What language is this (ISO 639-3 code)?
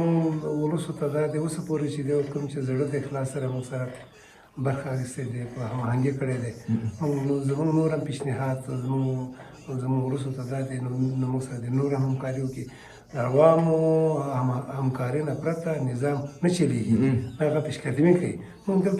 pus